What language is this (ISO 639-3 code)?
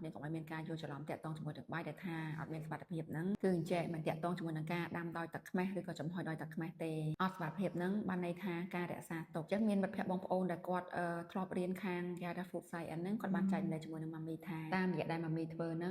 khm